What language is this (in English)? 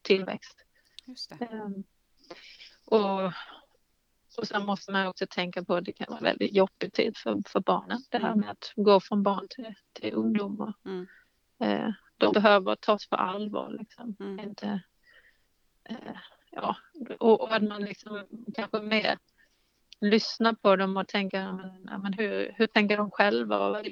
Swedish